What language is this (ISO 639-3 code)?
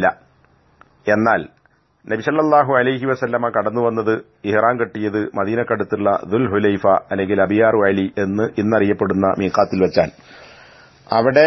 mal